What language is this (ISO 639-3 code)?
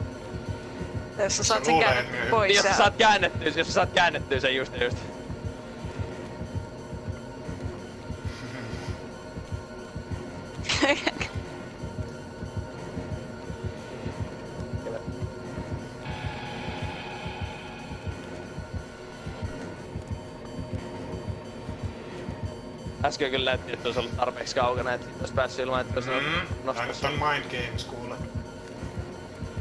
fin